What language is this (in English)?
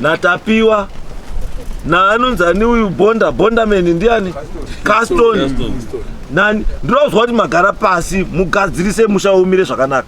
Shona